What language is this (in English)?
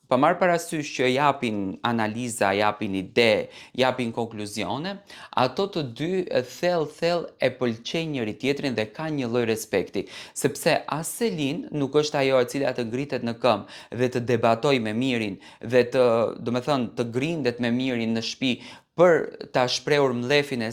Albanian